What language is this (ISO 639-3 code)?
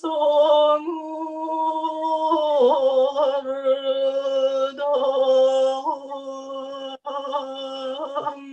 sah